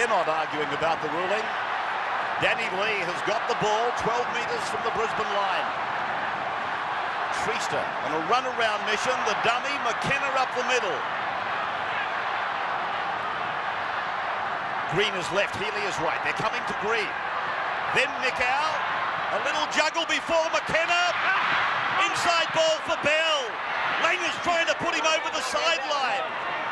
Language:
English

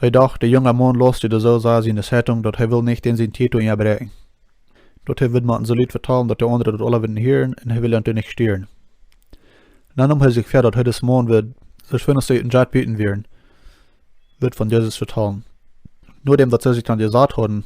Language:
Plautdietsch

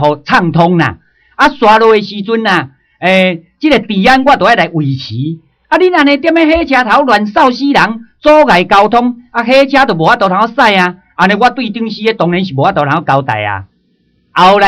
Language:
Min Nan Chinese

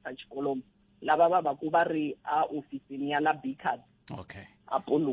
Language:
Tsonga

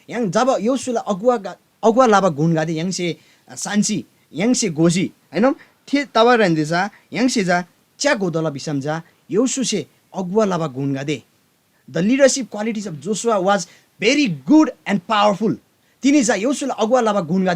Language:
Eastern Tamang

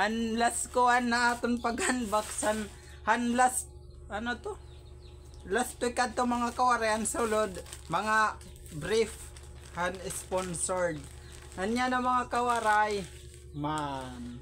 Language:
Waray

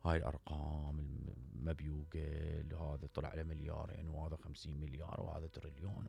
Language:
Mesopotamian Arabic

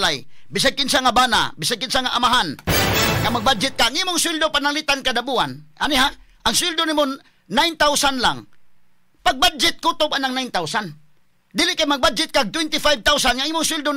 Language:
Cebuano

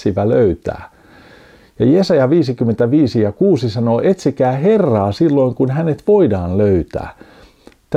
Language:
Finnish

